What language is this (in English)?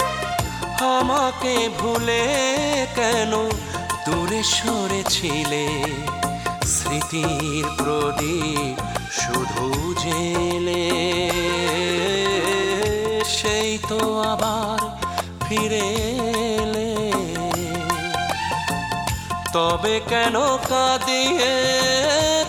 Bangla